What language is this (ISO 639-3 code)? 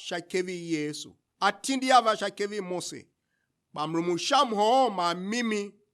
tiv